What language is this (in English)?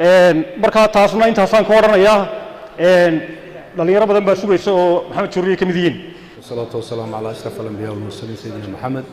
Somali